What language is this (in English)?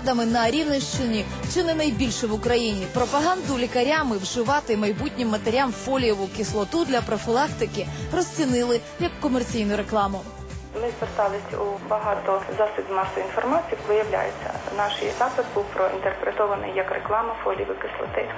Ukrainian